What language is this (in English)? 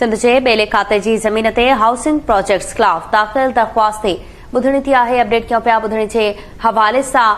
Sindhi